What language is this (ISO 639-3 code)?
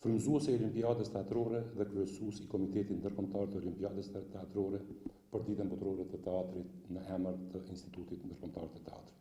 sqi